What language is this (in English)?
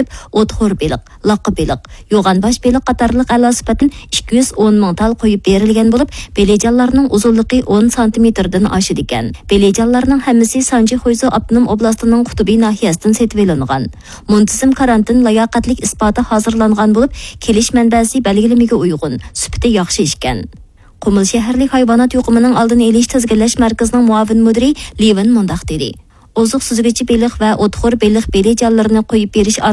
Uyghur